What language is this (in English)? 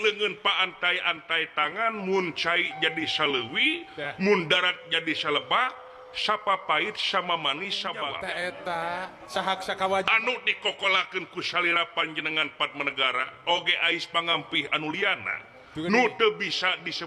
Sundanese